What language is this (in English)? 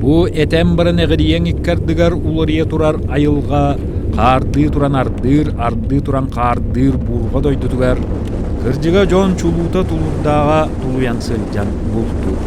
Yakut